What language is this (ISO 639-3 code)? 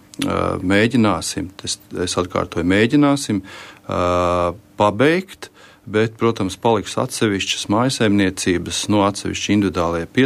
lav